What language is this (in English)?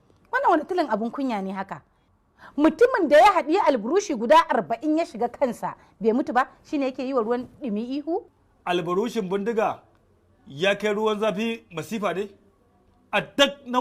Hausa